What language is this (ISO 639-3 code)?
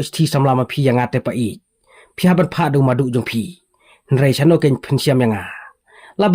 kha